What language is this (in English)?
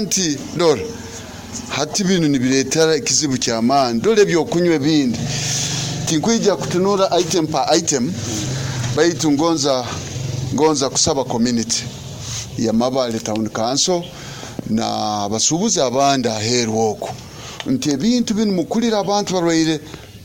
Nyoro